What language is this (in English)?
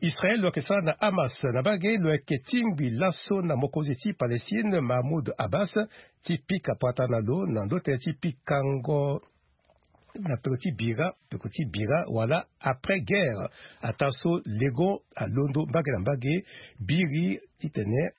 Sango